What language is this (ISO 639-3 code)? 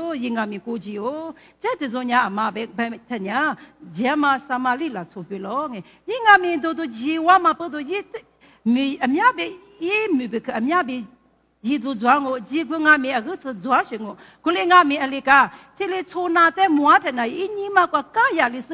lis